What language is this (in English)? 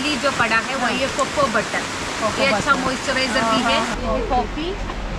Hindi